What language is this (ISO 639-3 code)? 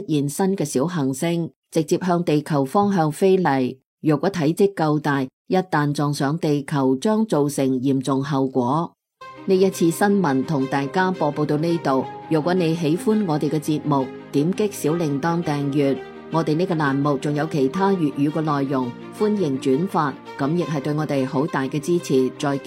yue